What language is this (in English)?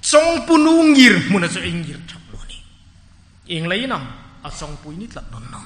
Hmar